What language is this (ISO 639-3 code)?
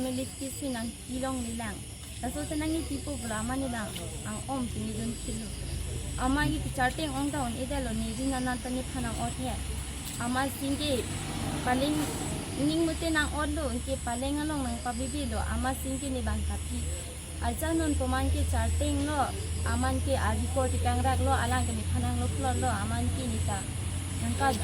mjw